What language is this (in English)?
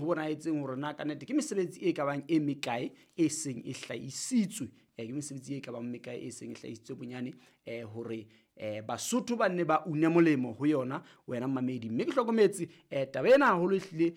Southern Sotho